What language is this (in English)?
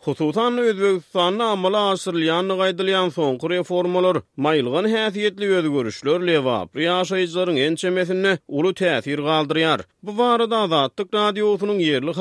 Turkmen